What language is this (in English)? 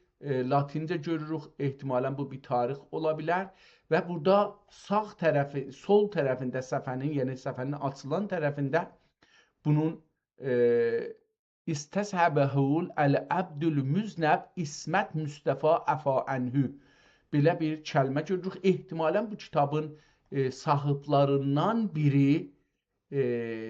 South Azerbaijani